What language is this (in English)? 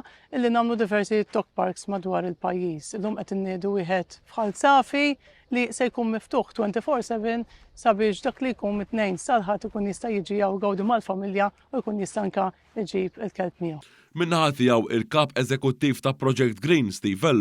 Maltese